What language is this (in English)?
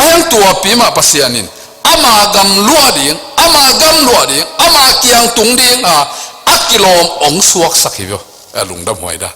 Tedim Chin